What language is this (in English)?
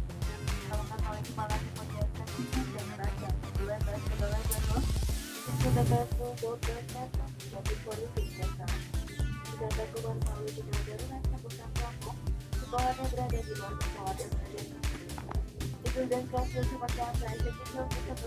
Indonesian